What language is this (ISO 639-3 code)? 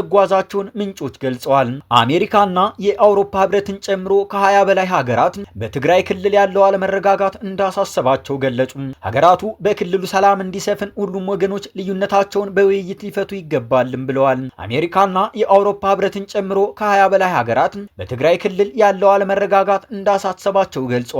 amh